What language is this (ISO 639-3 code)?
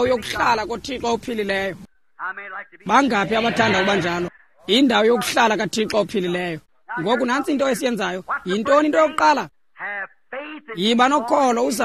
xho